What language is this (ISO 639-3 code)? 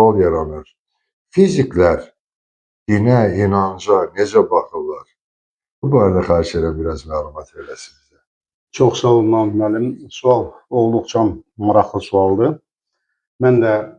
aze